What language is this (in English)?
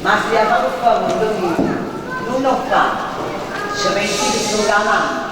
Neapolitan